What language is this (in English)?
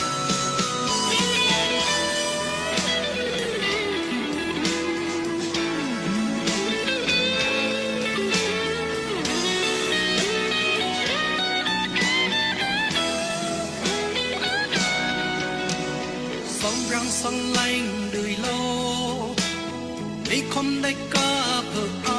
Daai Chin